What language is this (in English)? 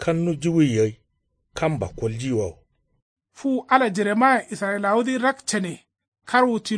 Kanuri